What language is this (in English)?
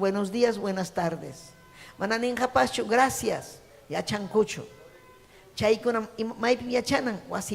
Ayacucho Quechua